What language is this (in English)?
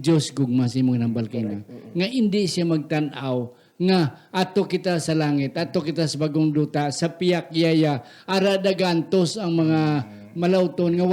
Hiligaynon